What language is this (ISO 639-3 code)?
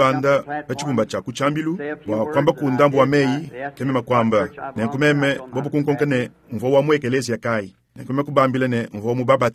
lua